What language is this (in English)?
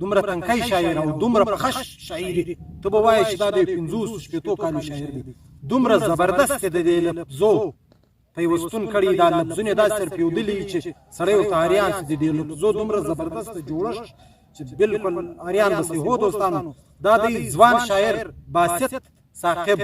Pashto